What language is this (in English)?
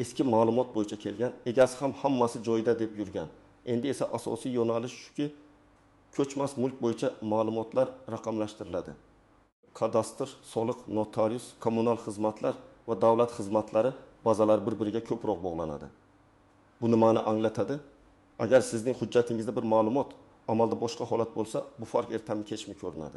Uzbek